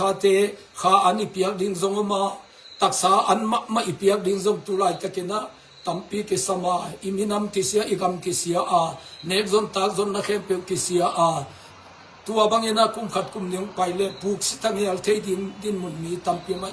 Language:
Tedim Chin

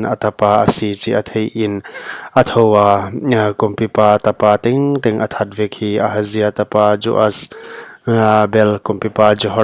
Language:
Paite Chin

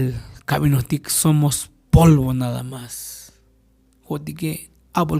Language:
Tzotzil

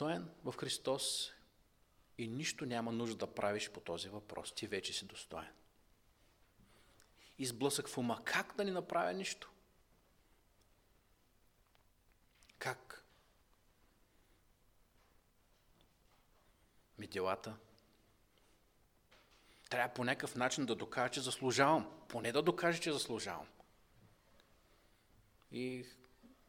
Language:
Bulgarian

